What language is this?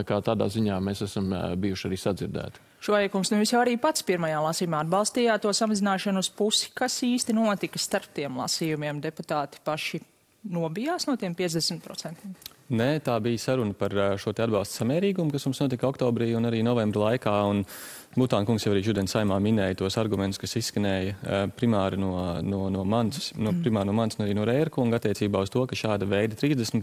Latvian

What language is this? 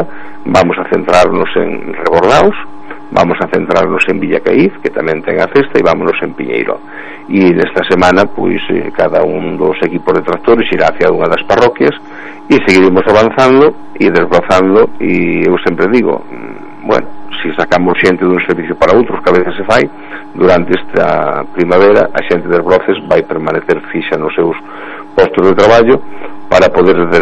Galician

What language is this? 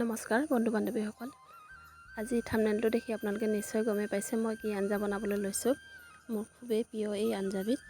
Assamese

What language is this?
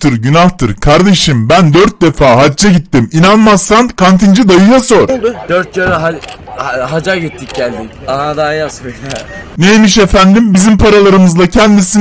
Turkish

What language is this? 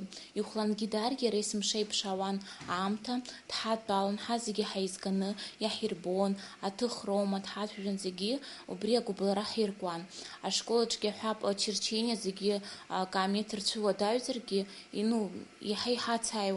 Abkhazian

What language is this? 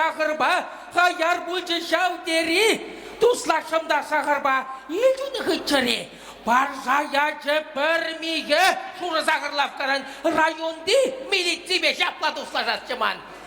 Chuvash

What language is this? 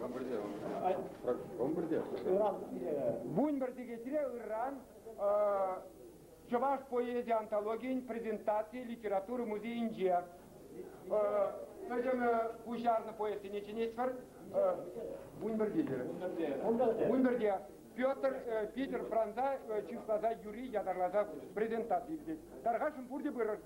Chuvash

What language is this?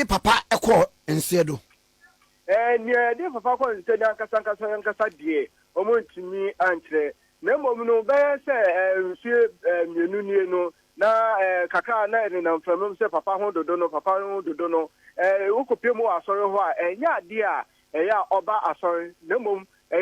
Akan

